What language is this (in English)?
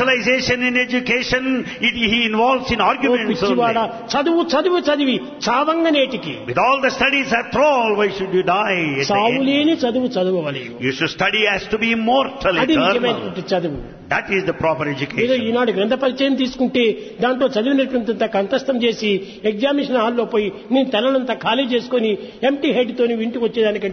Telugu